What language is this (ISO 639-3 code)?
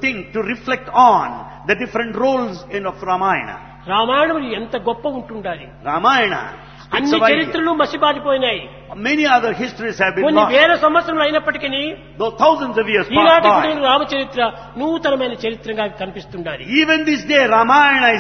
tel